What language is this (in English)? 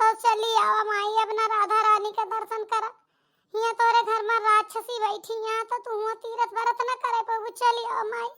Awadhi